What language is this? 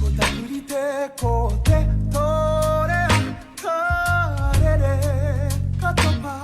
Māori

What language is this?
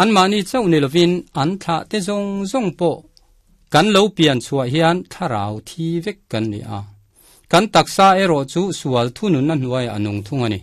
Mizo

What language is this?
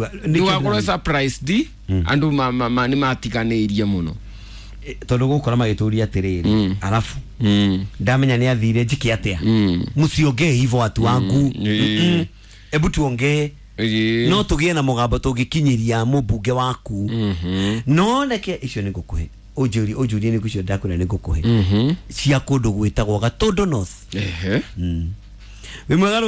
Kikuyu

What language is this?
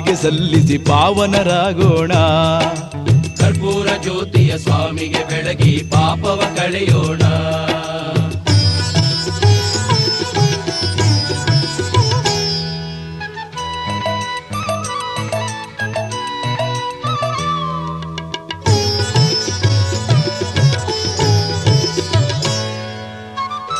Kannada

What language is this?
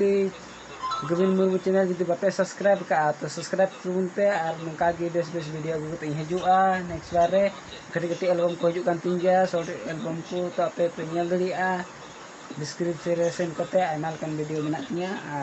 Santali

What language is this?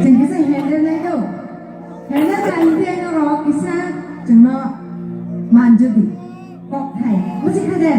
Kok Borok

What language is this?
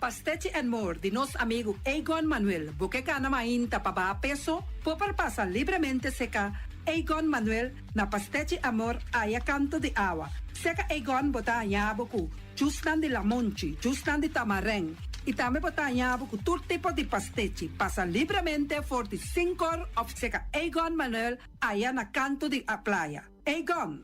Papiamento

